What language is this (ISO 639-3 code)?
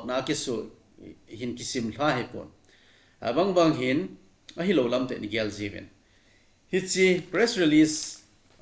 tcz